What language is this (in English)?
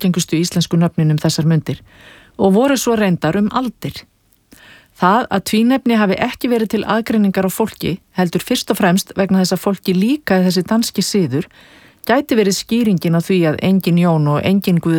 Icelandic